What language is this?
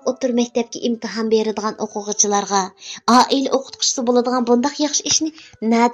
Uyghur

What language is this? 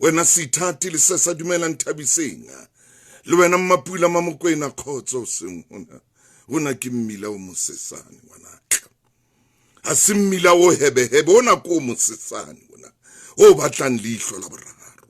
Southern Sotho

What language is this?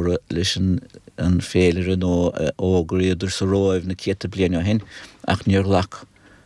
Irish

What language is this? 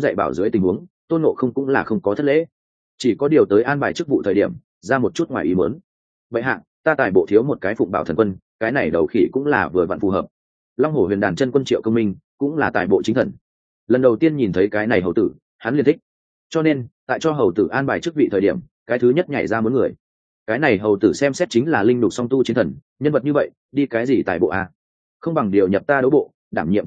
Vietnamese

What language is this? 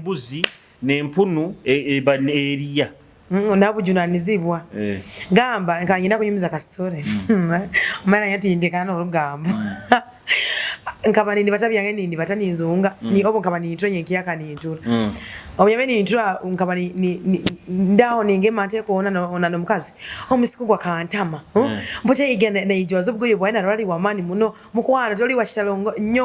Nyoro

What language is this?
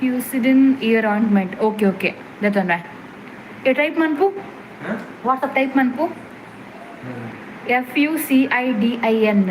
Tulu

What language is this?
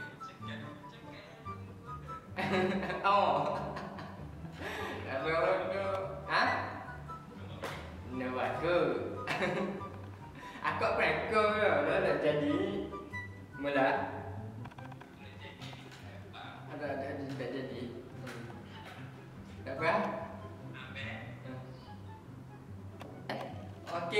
Malay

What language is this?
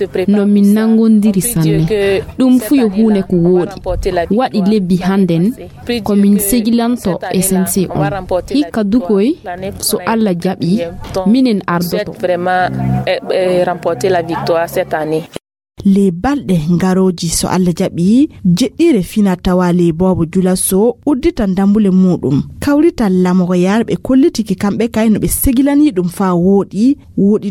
Fula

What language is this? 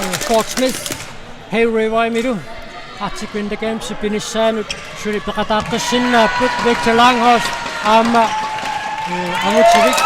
Kalaallisut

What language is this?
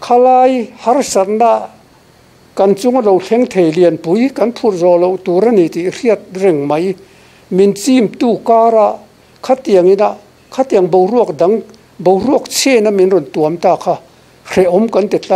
Mizo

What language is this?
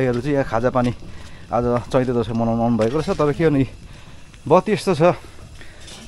Nepali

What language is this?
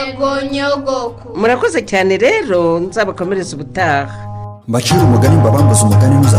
Kinyarwanda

